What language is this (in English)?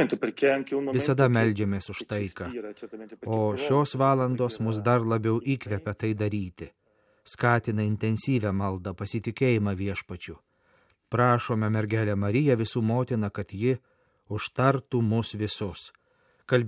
Lithuanian